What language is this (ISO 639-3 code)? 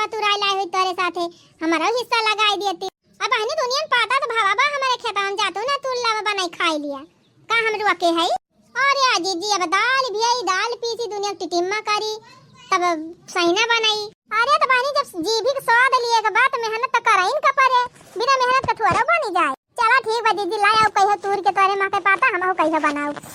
awa